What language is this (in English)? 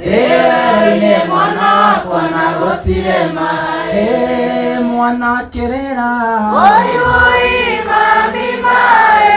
Kikuyu